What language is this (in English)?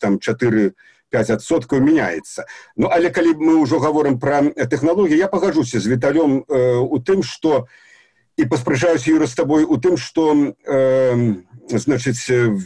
Belarusian